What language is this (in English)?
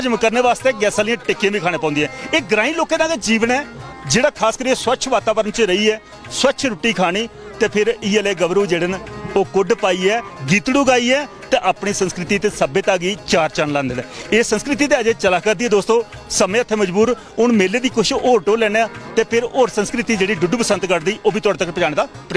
Dogri